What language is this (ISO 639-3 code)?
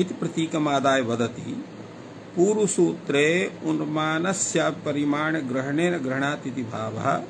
san